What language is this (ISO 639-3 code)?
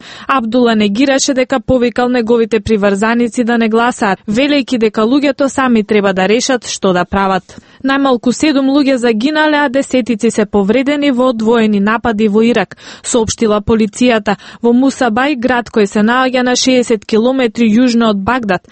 mkd